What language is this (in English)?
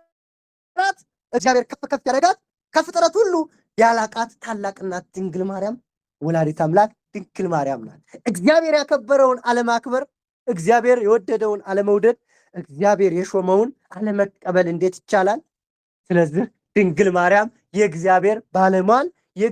Amharic